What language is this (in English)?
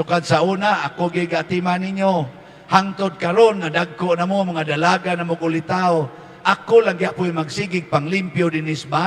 Cebuano